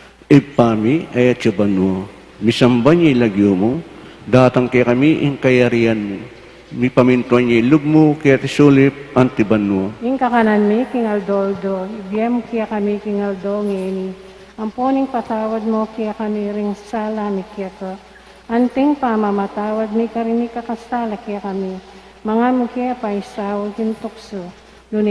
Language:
Pampanga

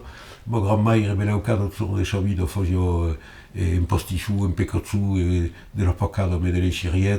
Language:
Occitan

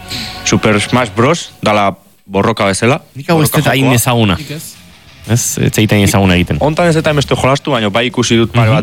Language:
Basque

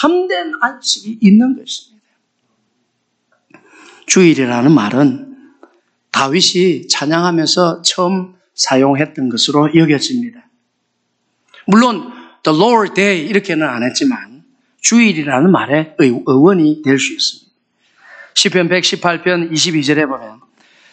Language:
Korean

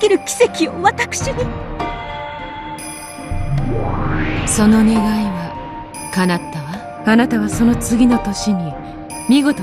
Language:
Japanese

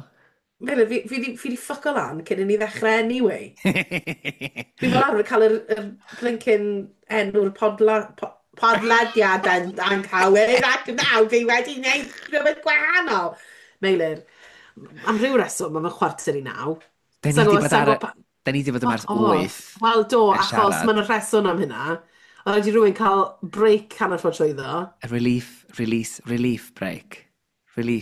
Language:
Welsh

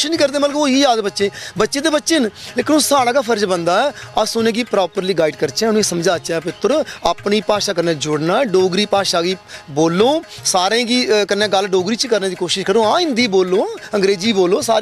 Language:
Dogri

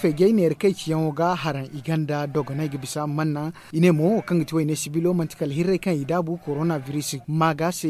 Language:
Zarma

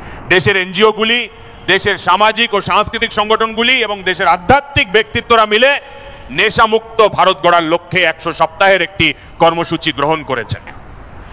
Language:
Bangla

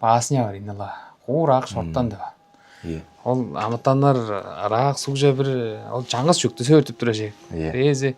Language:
Tuvinian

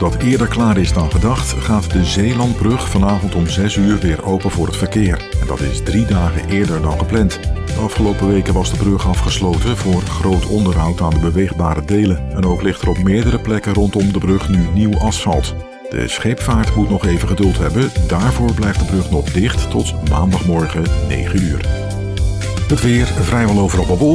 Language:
Dutch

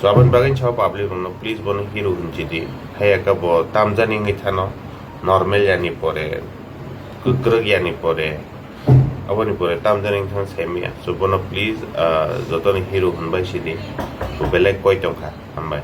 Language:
Kok Borok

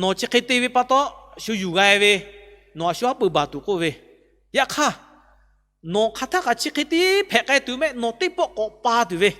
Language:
Lahu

